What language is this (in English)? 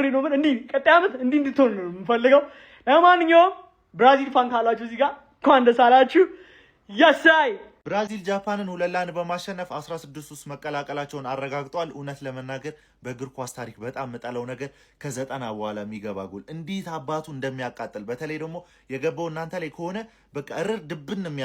Amharic